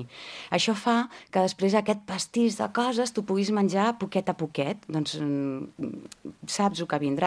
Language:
Catalan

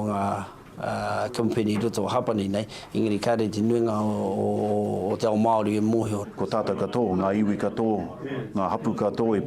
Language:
Māori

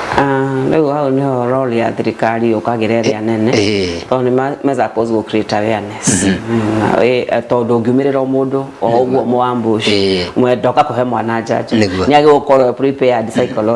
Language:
Kikuyu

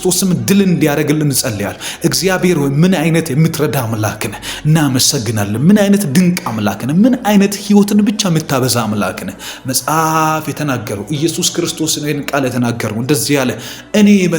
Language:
Amharic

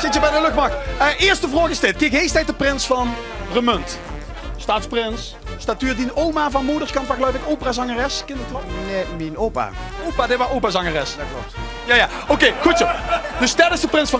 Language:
Limburgish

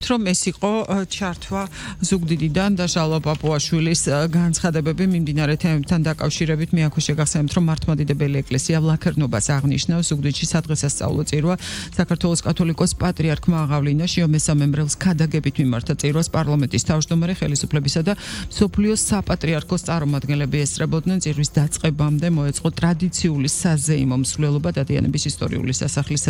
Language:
Georgian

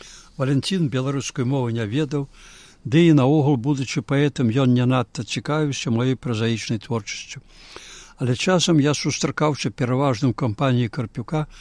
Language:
Belarusian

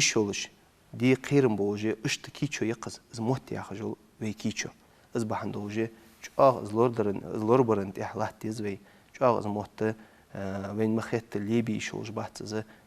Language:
Ingush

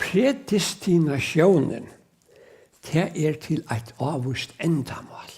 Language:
Faroese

